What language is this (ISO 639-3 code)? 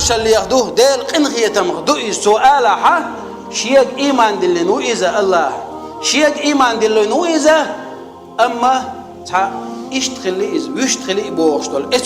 che